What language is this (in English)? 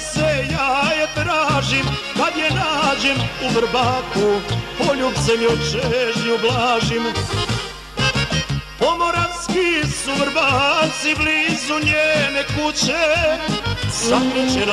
Serbian